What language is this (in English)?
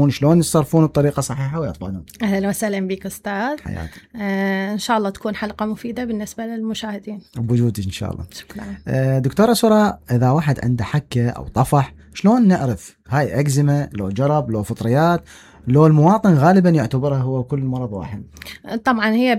Mesopotamian Arabic